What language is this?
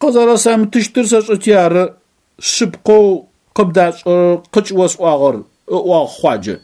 Adyghe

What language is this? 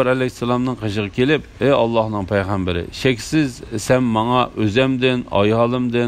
Uyghur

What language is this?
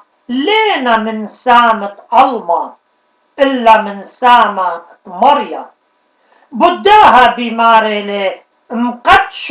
Assyrian Neo-Aramaic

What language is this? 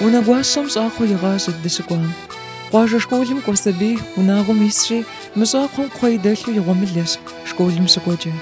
Kabardian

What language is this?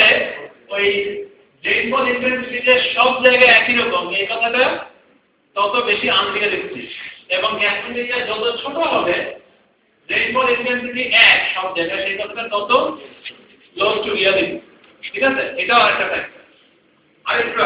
Bangla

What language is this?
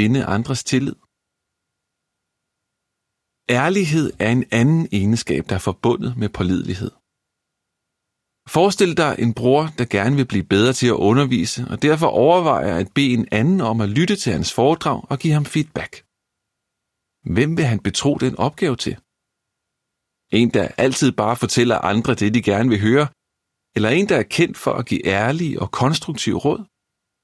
Danish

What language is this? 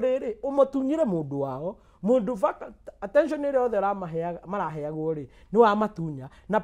Kikuyu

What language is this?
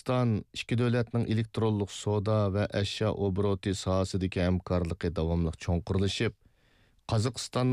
Uyghur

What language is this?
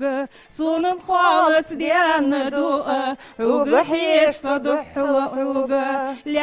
Ingush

